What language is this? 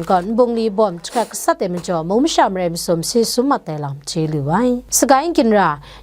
Kachin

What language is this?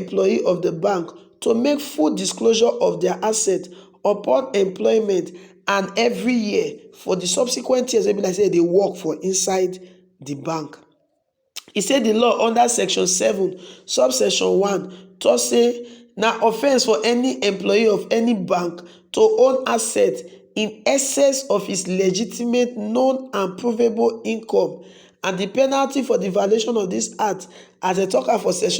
Nigerian Pidgin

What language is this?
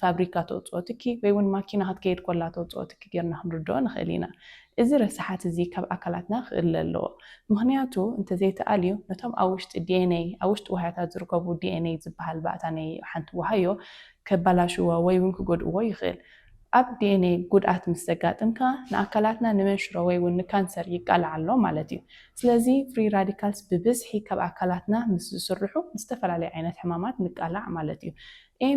Tigrinya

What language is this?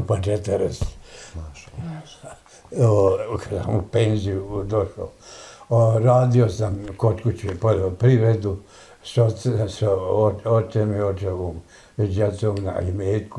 Bosnian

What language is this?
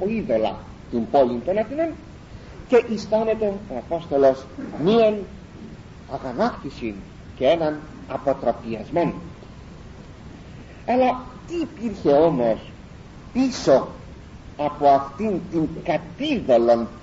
Greek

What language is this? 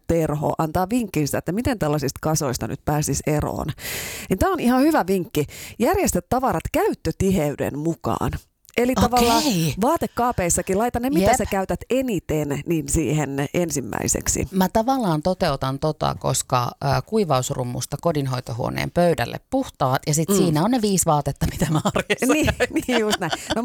Finnish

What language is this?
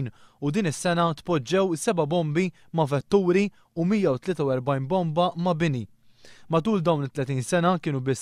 Maltese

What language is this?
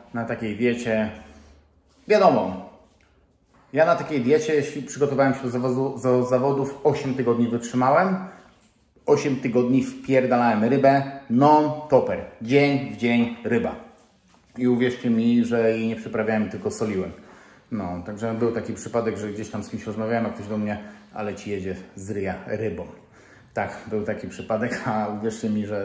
Polish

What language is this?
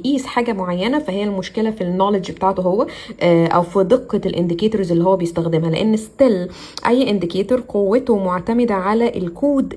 Egyptian Arabic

